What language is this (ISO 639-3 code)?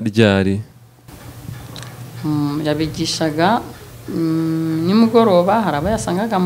kin